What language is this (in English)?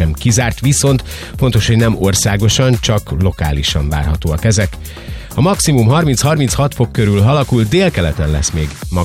Hungarian